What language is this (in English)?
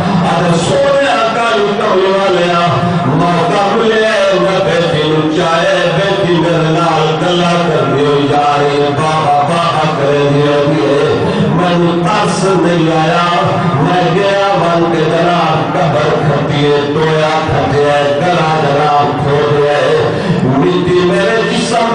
Saraiki